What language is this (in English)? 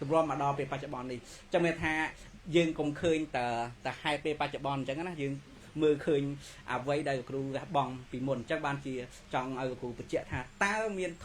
Khmer